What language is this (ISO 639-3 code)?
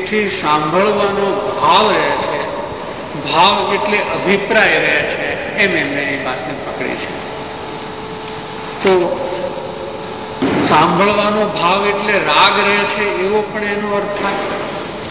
guj